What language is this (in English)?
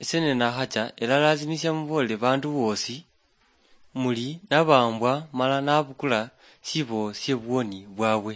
Luyia